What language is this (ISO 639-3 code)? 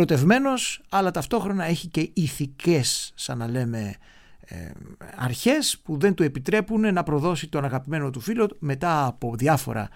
ell